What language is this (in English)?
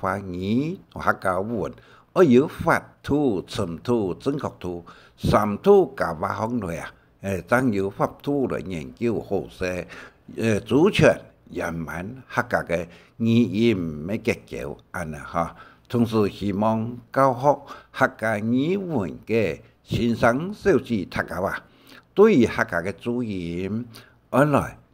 Hakka Chinese